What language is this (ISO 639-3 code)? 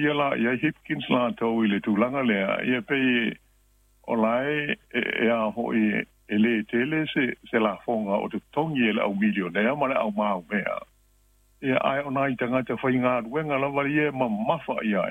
smo